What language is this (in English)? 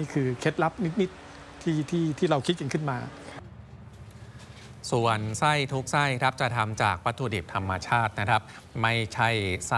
Thai